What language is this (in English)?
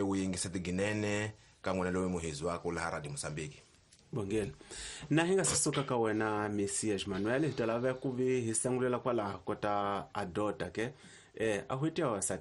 Tsonga